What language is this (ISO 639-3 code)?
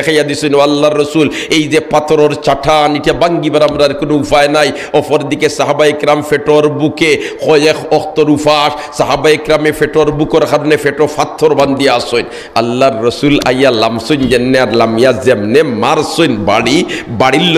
syl